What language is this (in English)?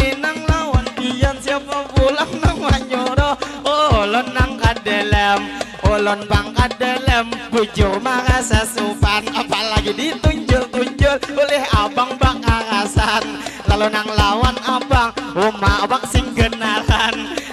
Banjar